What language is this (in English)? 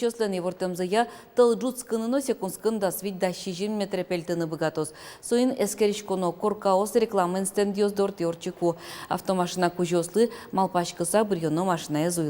Udmurt